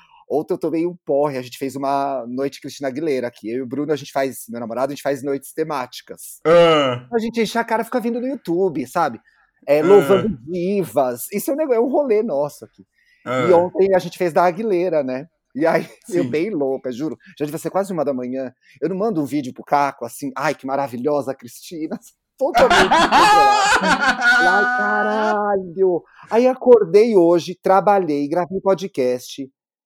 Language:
Portuguese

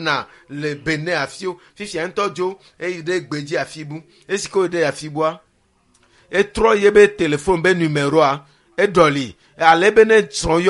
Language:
Ewe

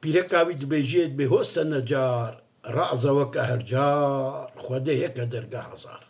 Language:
Kurdish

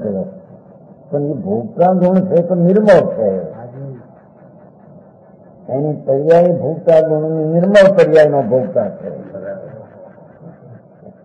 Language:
Gujarati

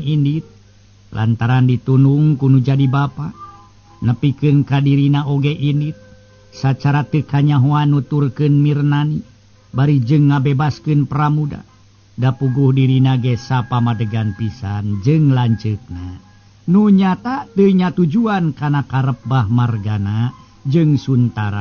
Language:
Sundanese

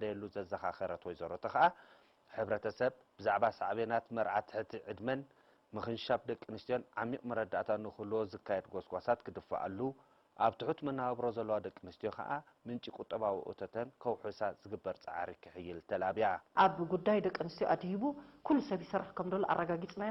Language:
Tigrinya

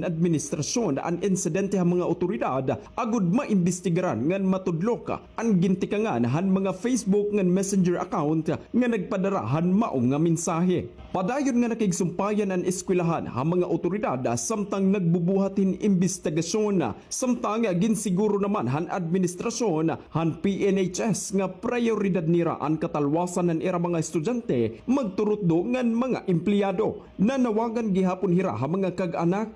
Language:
Waray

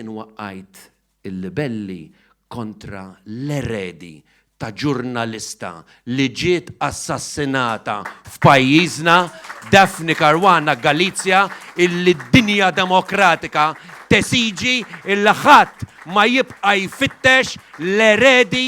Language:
Maltese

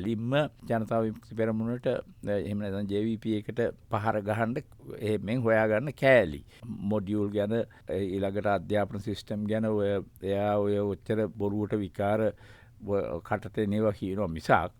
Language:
Sinhala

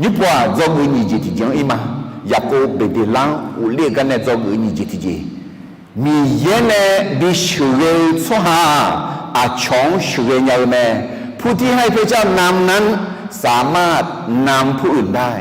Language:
Akha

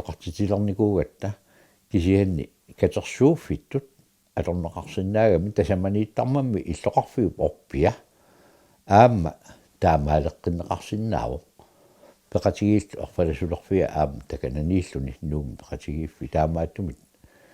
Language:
Kalaallisut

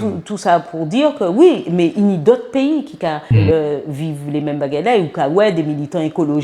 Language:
Guadeloupean Creole French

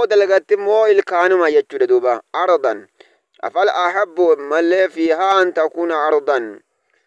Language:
Oromo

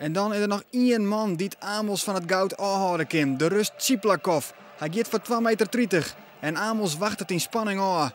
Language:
Western Frisian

